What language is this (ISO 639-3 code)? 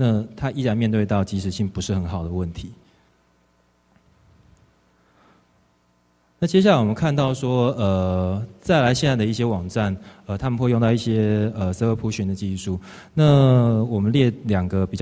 zho